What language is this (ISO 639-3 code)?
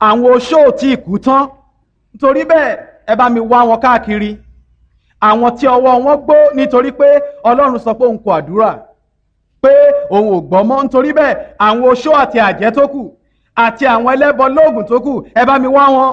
yor